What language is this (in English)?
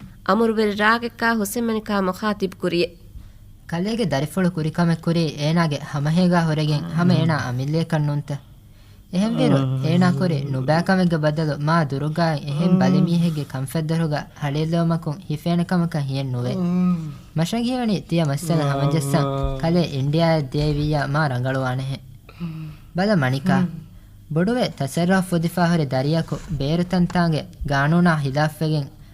Divehi